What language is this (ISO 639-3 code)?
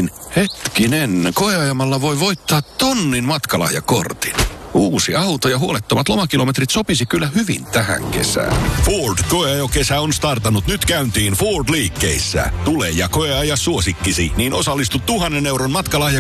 fin